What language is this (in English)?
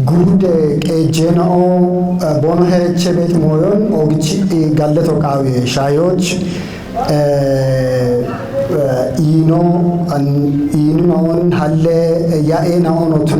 Kafa